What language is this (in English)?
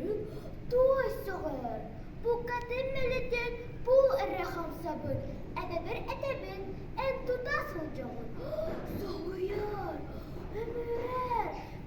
Yakut